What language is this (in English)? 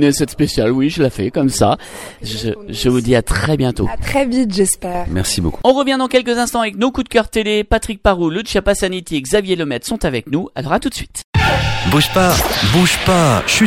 French